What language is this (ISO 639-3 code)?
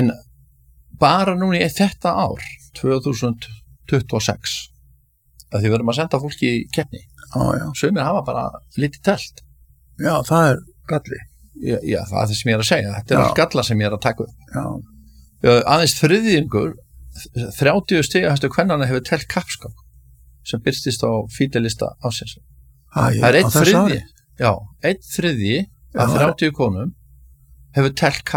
isl